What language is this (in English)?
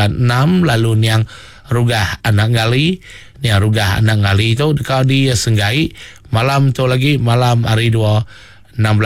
Iban